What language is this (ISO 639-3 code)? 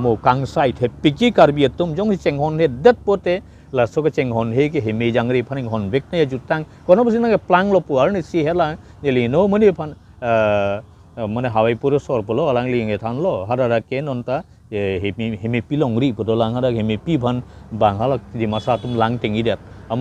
mjw